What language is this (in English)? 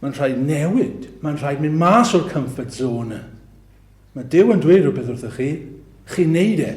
Welsh